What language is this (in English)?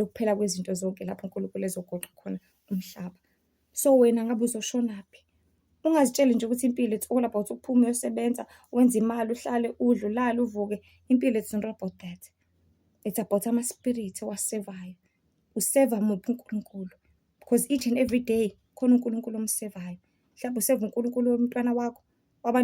Zulu